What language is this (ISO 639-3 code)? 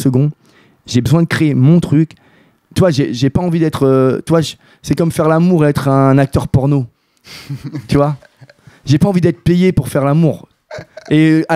fra